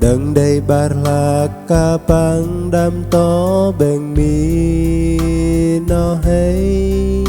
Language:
Bahnar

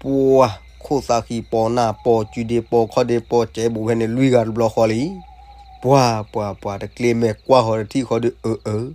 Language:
S'gaw Karen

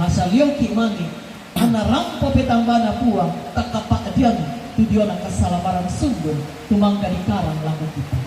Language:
Toraja-Sa'dan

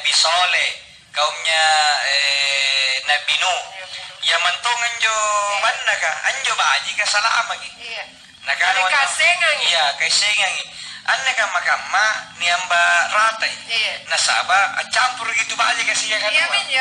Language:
Makasar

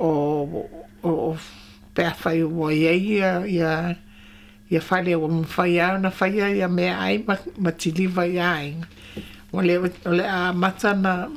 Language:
Samoan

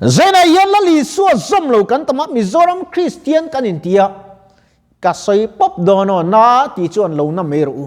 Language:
Mizo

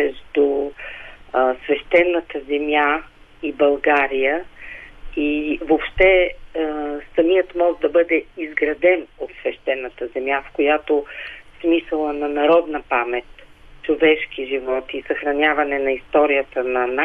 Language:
Bulgarian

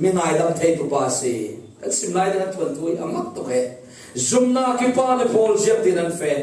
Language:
Falam Chin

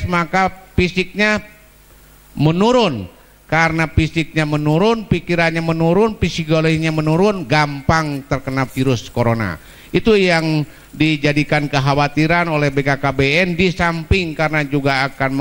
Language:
Indonesian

